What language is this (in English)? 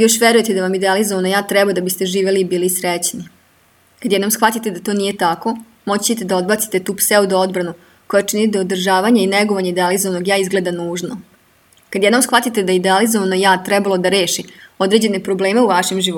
Serbian